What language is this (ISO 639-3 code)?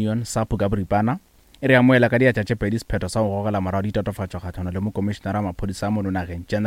nso